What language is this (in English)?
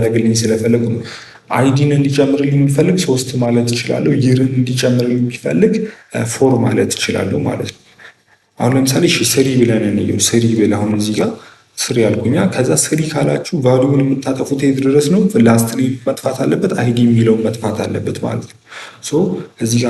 Amharic